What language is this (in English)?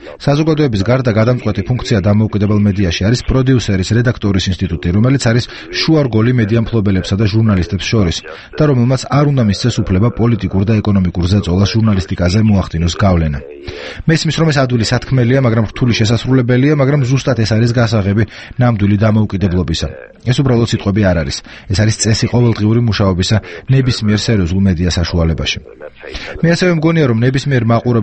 Georgian